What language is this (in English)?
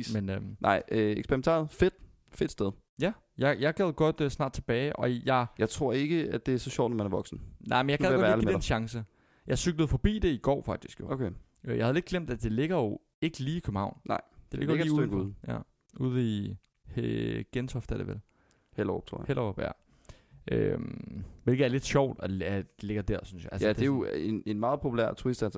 Danish